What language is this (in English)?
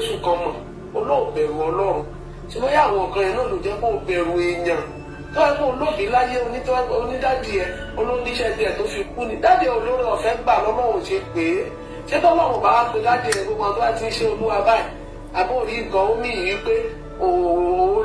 Yoruba